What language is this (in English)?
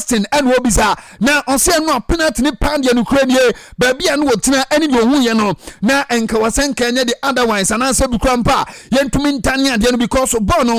Akan